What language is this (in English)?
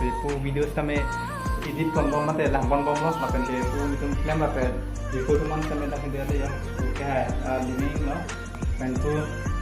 Karbi